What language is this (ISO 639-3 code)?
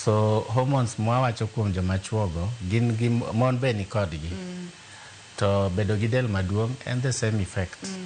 luo